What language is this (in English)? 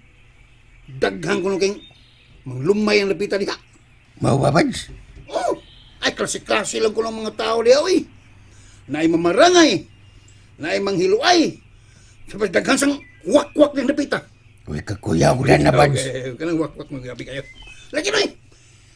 Cebuano